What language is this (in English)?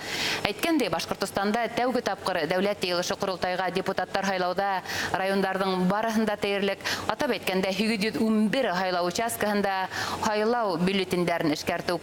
Bashkir